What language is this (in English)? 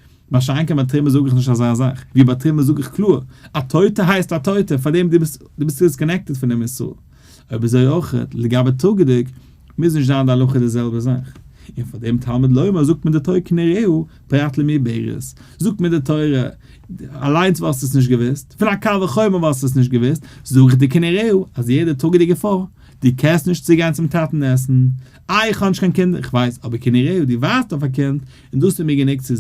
Yiddish